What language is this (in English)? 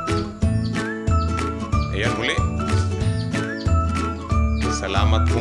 Filipino